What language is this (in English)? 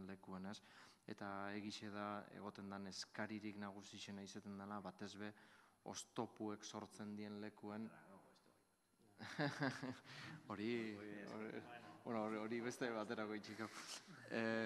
Basque